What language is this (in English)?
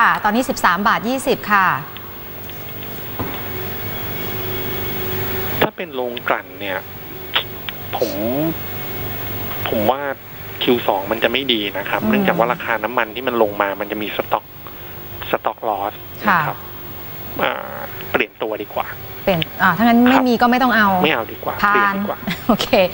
Thai